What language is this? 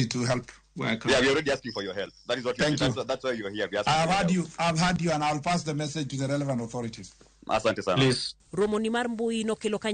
Luo (Kenya and Tanzania)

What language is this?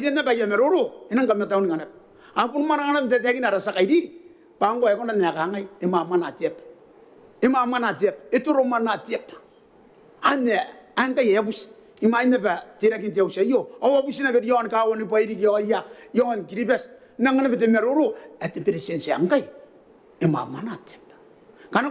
Gilbertese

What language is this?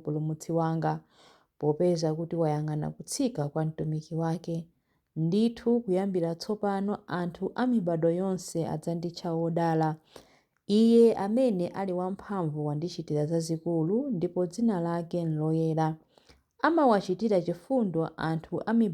Nyanja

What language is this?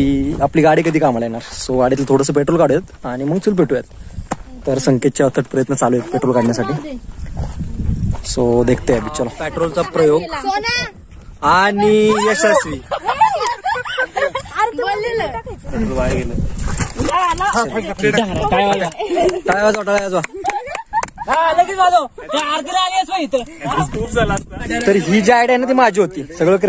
Marathi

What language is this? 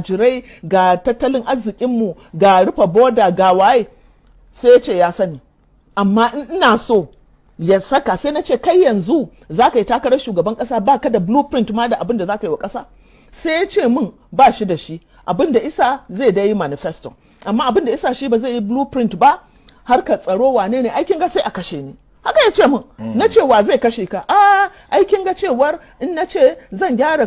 Hausa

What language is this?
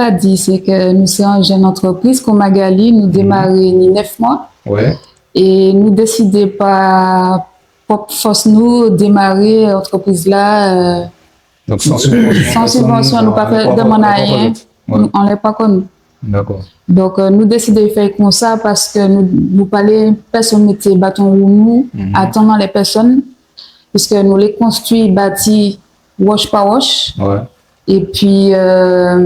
Guadeloupean Creole French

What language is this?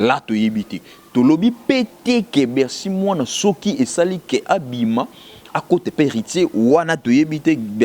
Lingala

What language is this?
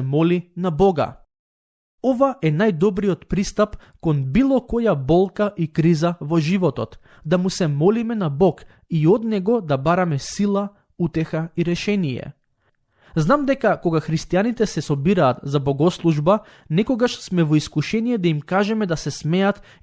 Macedonian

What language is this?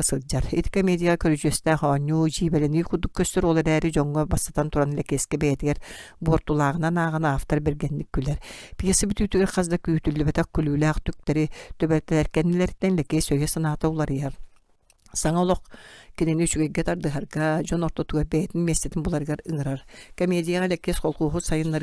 Yakut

